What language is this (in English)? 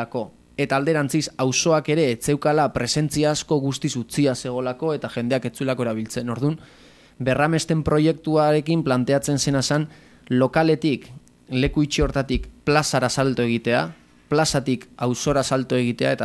Basque